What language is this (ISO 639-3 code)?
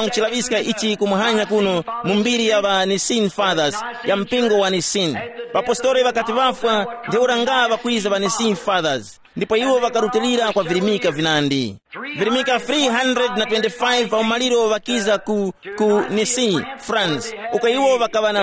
tum